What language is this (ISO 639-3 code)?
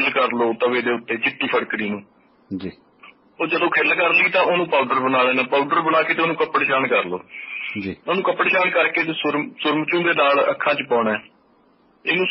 pan